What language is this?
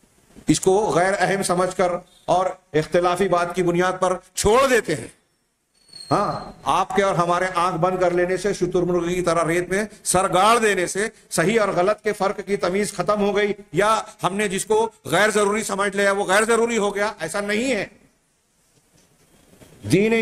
Urdu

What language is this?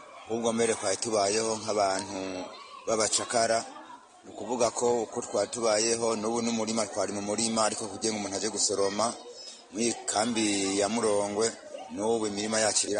Kinyarwanda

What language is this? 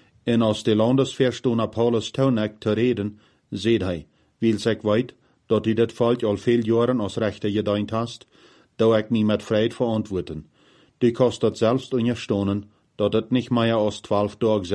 Plautdietsch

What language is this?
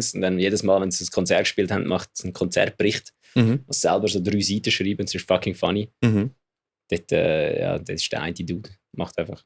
Swiss German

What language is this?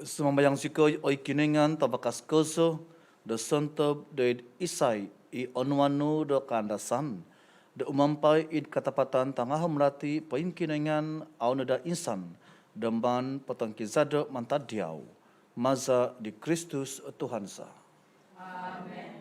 Central Dusun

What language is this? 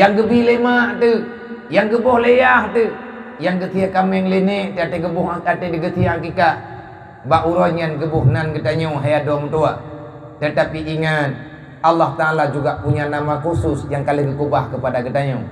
Achinese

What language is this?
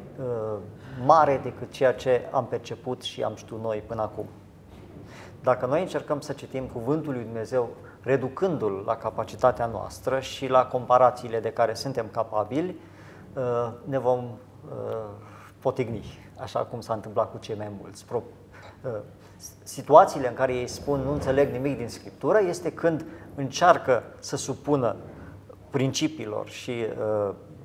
Romanian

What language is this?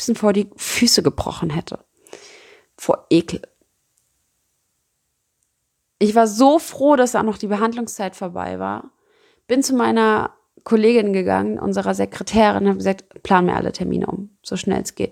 German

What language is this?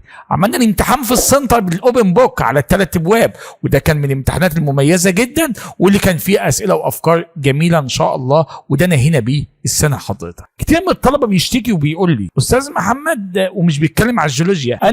Egyptian Arabic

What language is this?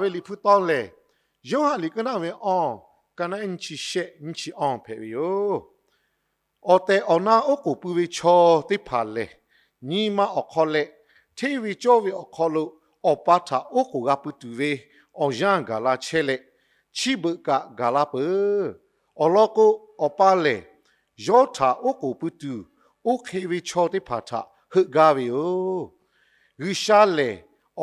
Lahu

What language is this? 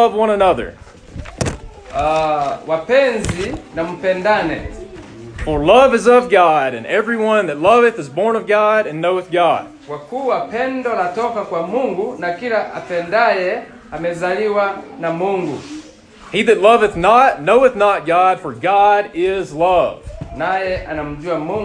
Swahili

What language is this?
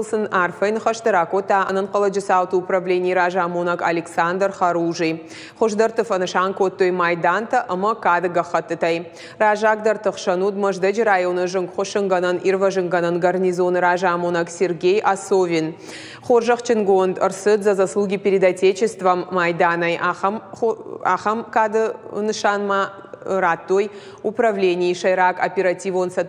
Ossetic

